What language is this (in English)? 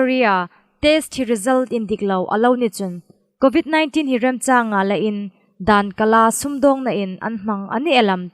Hmar